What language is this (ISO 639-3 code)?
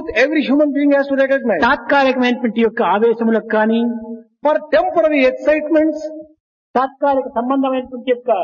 tel